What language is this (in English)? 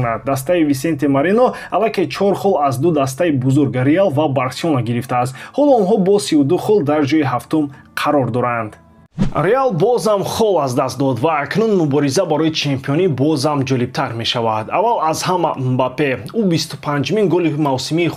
Tajik